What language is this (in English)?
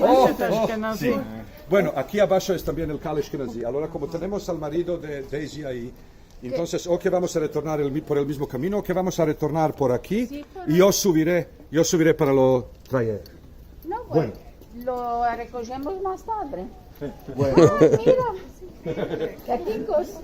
Ladino